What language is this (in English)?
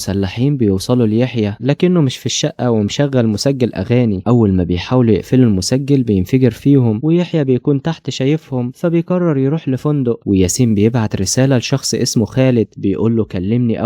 Egyptian Arabic